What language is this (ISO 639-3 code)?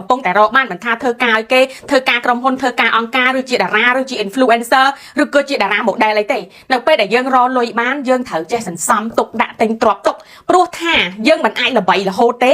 khm